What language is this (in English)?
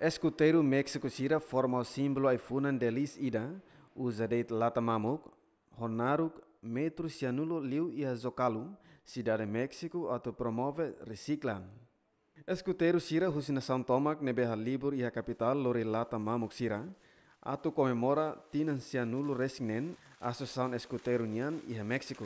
Tetum